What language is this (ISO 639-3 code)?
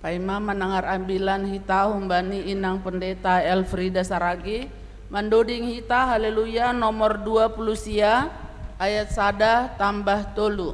bts